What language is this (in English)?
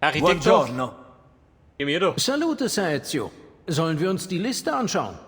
Bavarian